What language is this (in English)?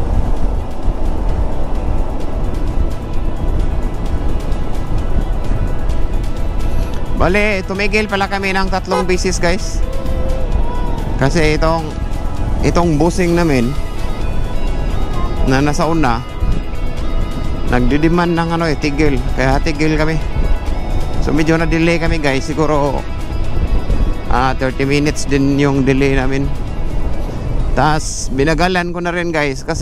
Filipino